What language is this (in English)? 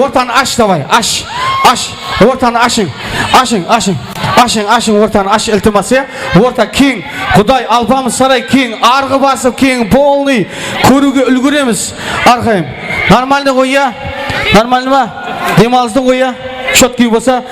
Kara-Kalpak